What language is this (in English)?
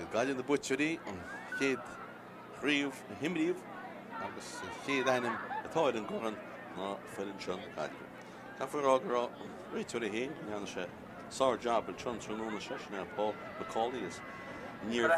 Irish